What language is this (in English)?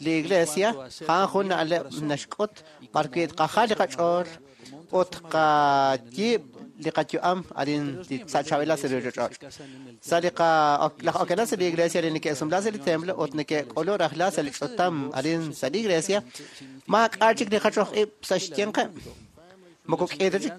Kekchí